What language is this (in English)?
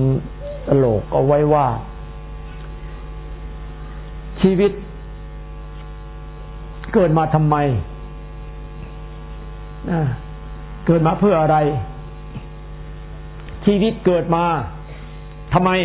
Thai